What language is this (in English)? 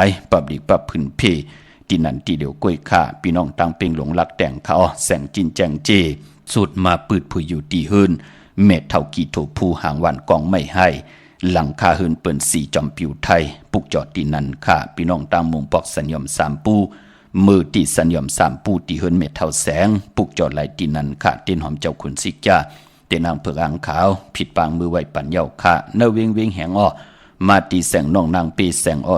Shan